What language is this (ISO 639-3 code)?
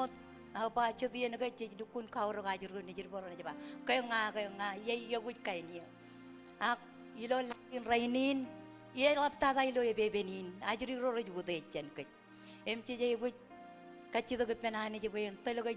mah